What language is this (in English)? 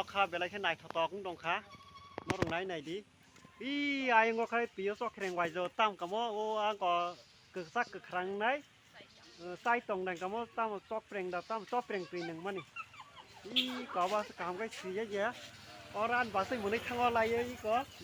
Kok Borok